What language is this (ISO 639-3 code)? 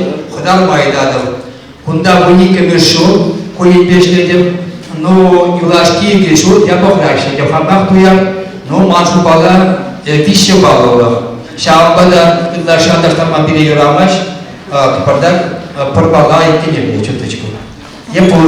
chv